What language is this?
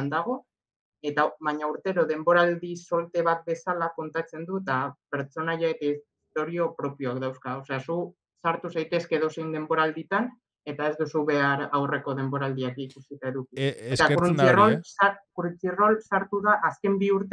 Basque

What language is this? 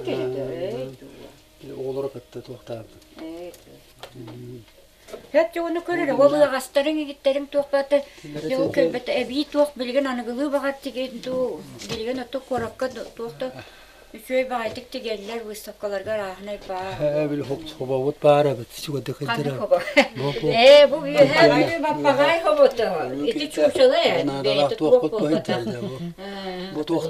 Yakut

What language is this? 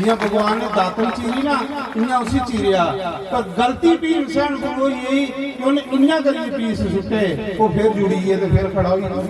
Dogri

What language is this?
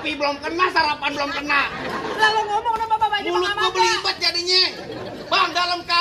Betawi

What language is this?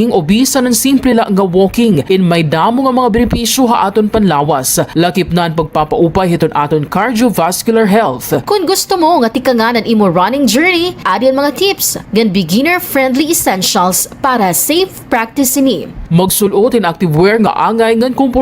Waray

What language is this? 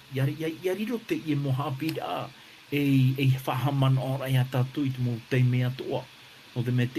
Tahitian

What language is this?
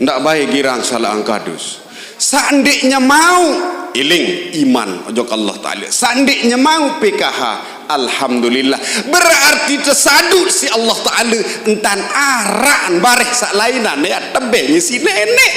Sasak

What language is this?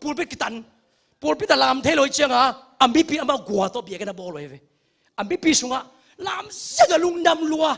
Tedim Chin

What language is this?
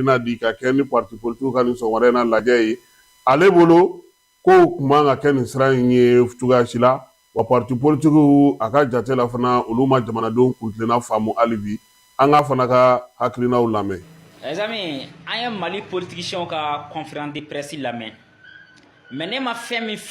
Bambara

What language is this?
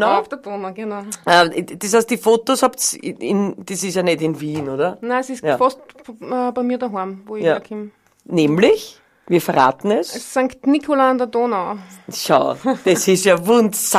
Bavarian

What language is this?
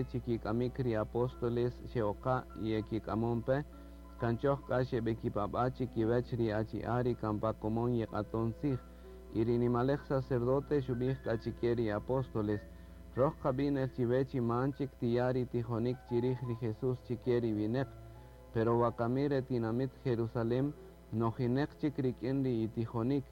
Kaqchikel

